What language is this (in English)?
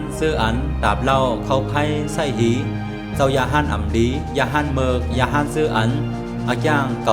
Shan